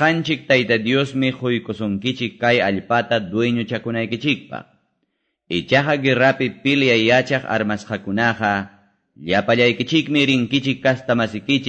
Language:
Quechua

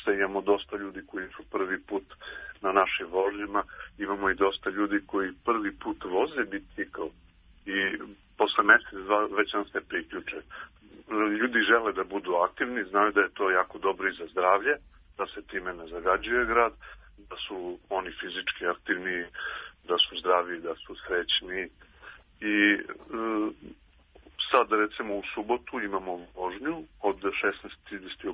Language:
Serbian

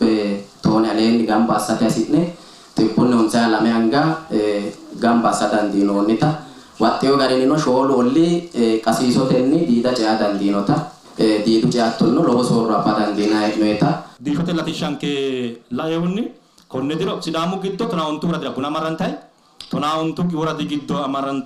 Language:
Sidamo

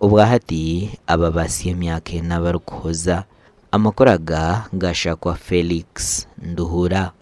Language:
Nyankole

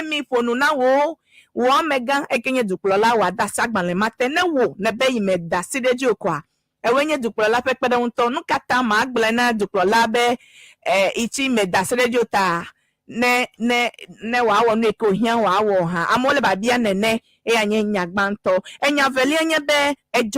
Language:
Ewe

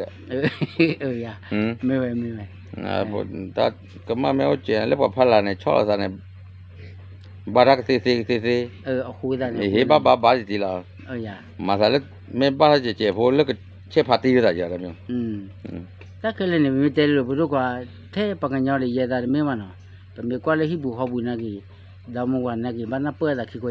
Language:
S'gaw Karen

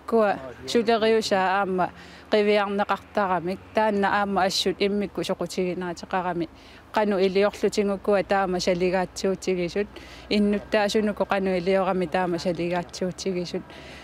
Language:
Kalaallisut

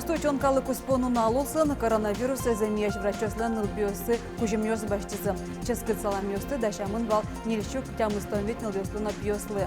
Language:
Udmurt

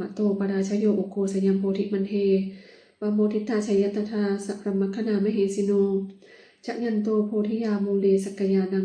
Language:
Pali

